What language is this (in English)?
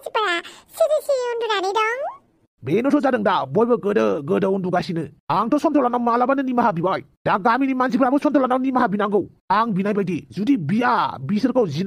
Bodo